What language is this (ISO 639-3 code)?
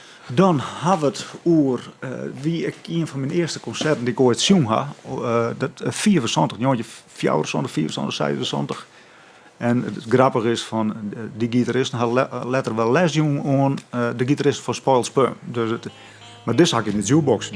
fry